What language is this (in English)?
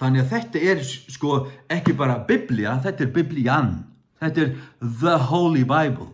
Faroese